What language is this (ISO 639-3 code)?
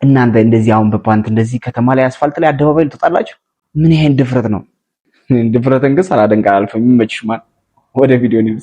amh